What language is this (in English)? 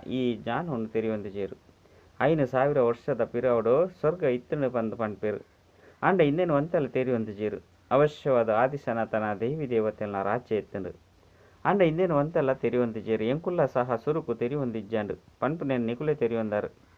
Tulu